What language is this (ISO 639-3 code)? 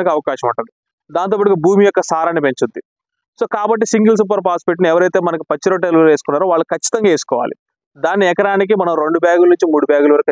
tel